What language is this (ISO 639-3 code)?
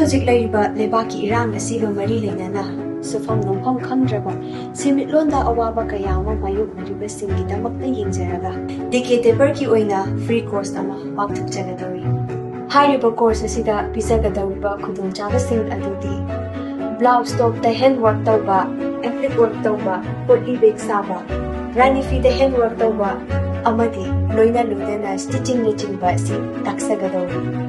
mni